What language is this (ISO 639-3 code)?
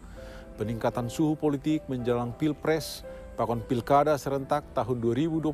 bts